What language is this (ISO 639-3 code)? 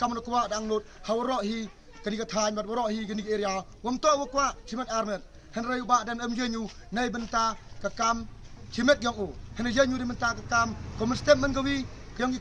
kha